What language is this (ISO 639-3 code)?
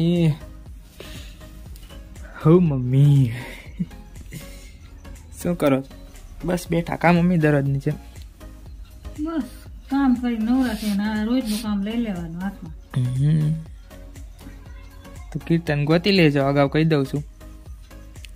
guj